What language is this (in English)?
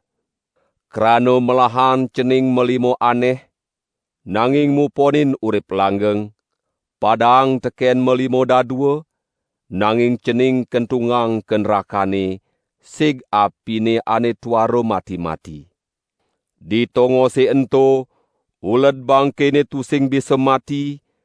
Balinese